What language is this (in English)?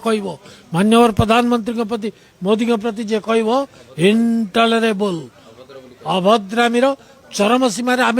Odia